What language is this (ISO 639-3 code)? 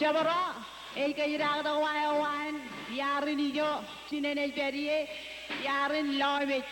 mah